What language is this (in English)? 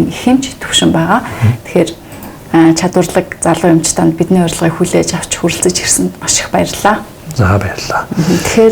Mongolian